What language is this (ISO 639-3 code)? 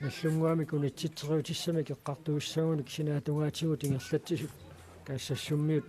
kal